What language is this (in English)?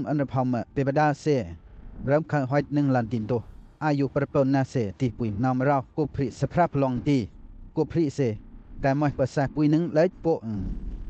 Western Lawa